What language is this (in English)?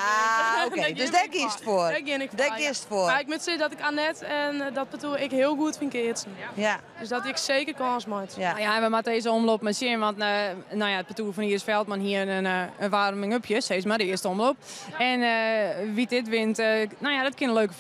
Western Frisian